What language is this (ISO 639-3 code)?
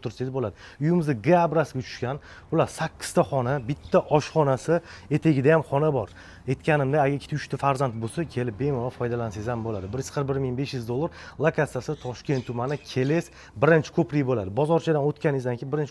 uzb